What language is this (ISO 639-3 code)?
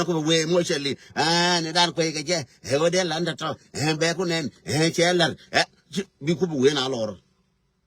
nus